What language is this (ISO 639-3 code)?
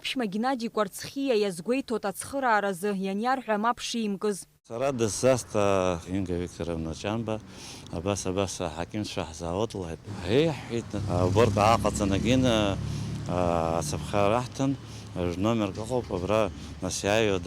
abk